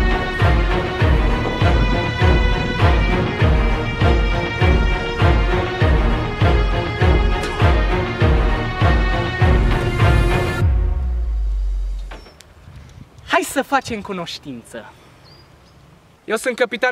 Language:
Romanian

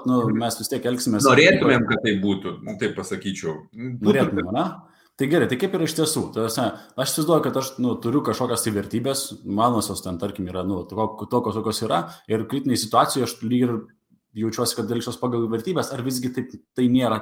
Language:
Lithuanian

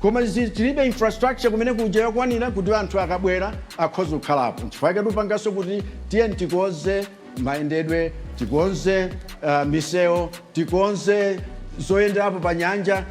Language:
Nyanja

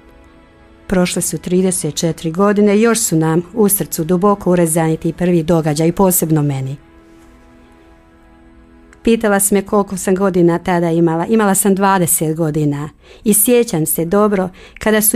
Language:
Croatian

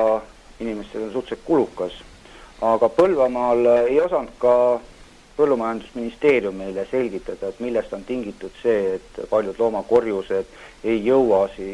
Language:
Estonian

